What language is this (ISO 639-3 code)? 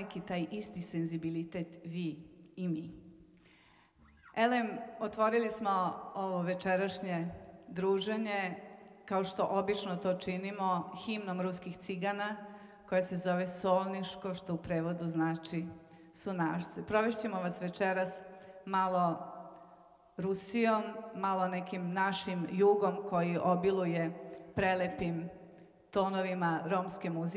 srp